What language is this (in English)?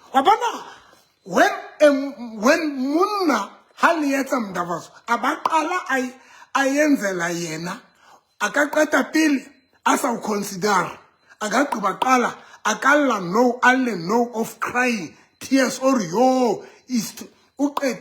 Southern Sotho